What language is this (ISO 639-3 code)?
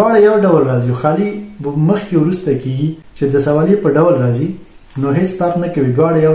pus